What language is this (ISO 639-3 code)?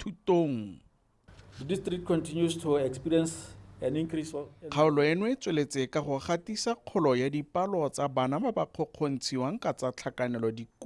tsn